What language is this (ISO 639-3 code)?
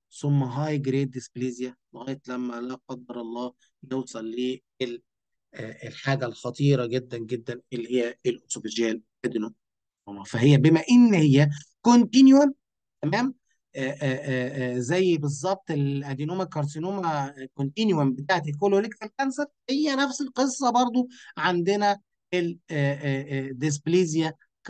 arz